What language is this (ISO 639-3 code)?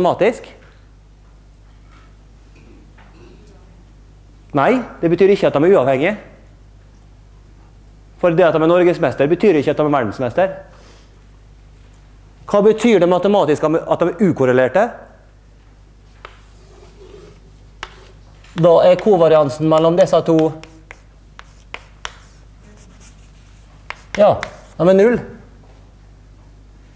nor